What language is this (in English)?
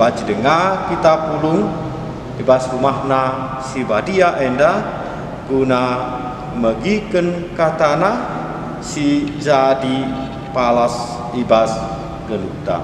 Batak Karo